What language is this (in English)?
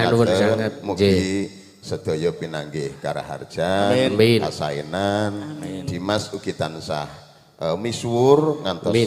Javanese